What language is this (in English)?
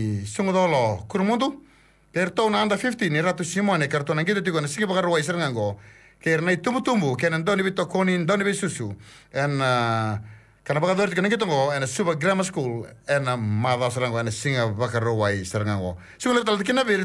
Fijian